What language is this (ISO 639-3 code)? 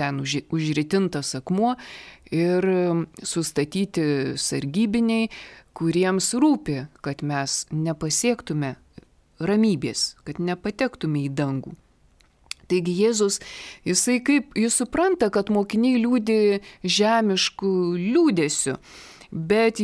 lit